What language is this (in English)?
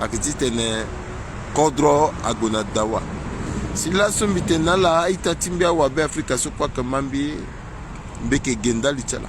Sango